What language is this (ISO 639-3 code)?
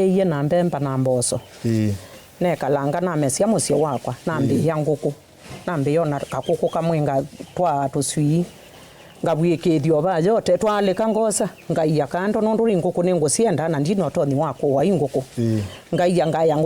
kam